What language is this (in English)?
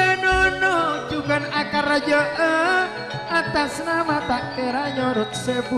Madurese